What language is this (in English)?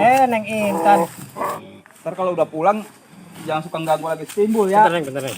Betawi